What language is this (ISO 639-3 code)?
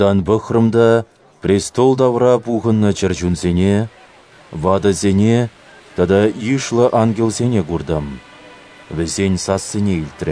chv